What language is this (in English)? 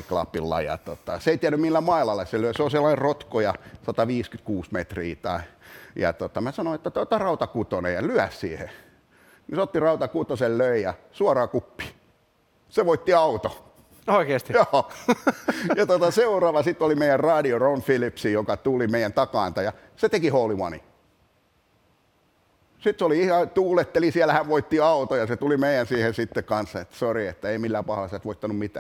Finnish